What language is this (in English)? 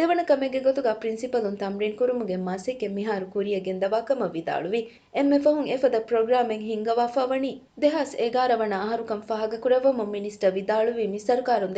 Divehi